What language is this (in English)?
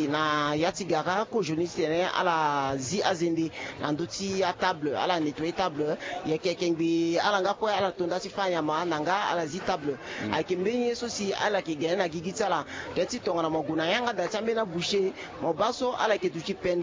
Sango